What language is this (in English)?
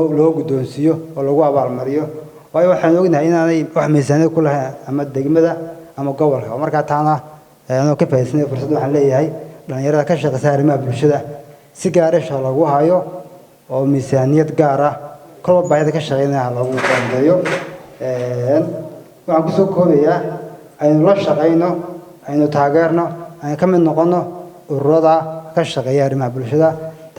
Somali